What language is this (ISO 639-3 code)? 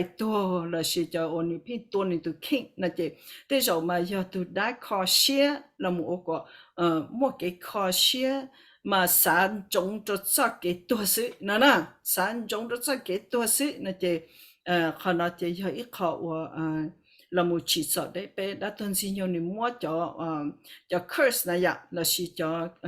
hmn